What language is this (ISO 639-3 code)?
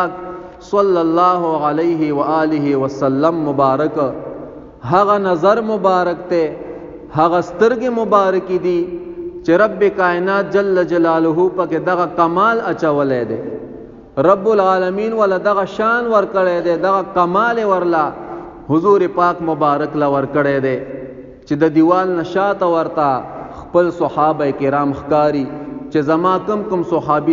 pus